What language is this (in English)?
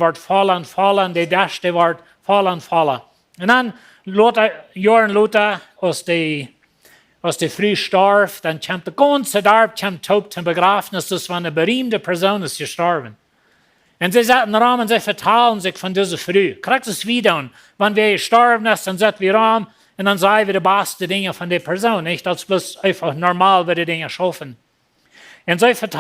Plautdietsch